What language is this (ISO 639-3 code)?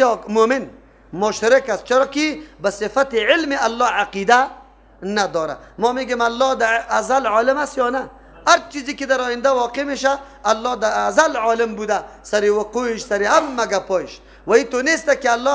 fas